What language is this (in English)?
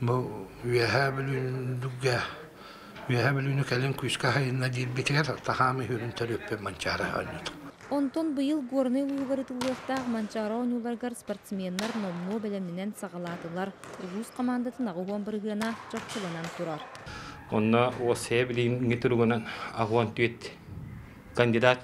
Yakut